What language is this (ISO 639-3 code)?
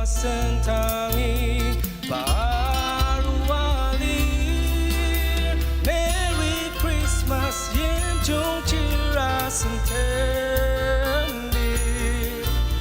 njo